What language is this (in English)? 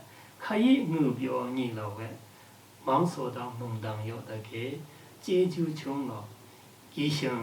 Lashi